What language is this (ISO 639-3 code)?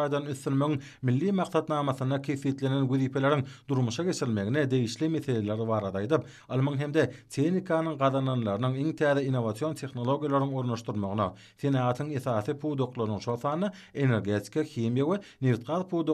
tuk